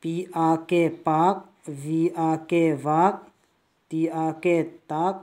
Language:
Vaiphei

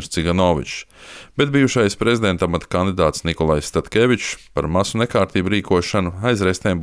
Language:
Latvian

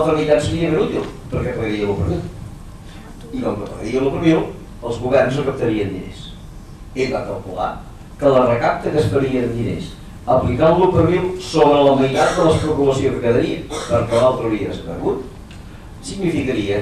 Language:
Catalan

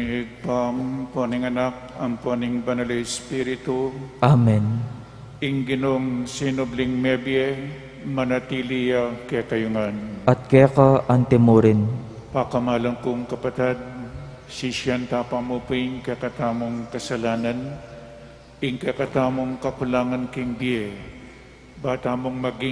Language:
Pampanga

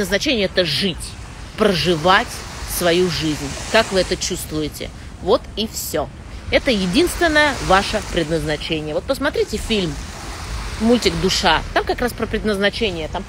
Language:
Russian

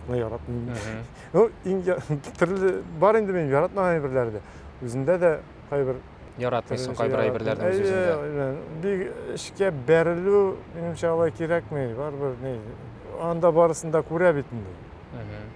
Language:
Tatar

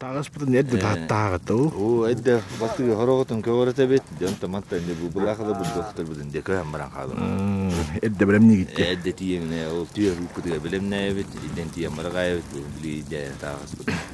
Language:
Yakut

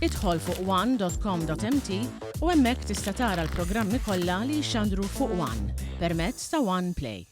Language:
Maltese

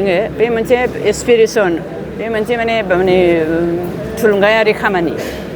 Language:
Bodo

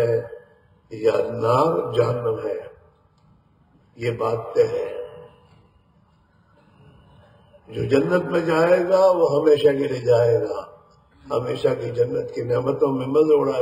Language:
Urdu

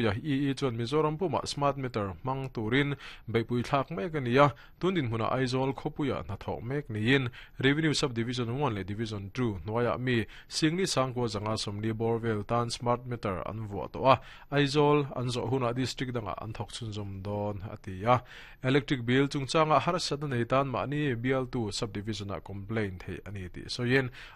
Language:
Mizo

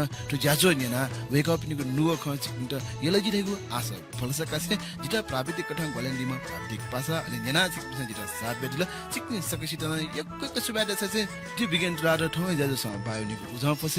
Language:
Newari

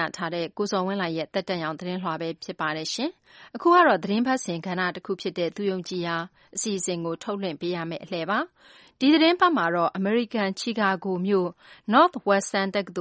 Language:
Burmese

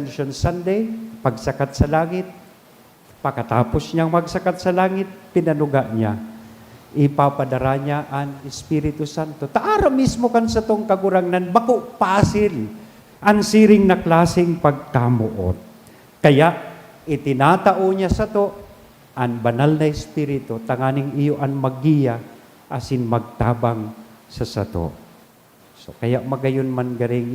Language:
Bikol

